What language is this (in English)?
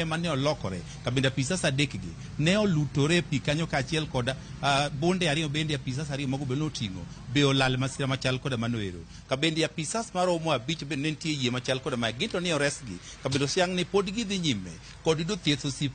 Luo (Kenya and Tanzania)